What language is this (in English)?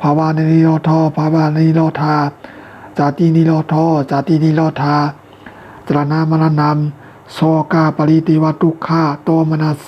Shan